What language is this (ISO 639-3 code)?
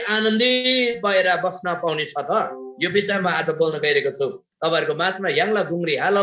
taj